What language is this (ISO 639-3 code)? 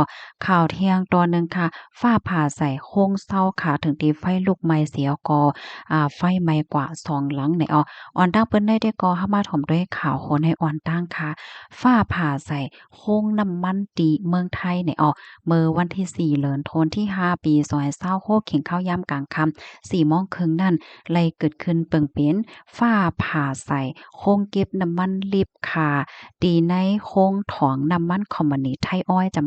shn